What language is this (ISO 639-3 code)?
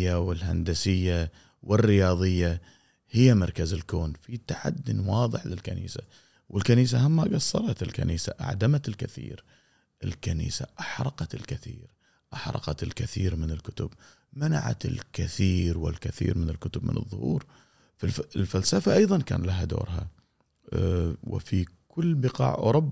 afb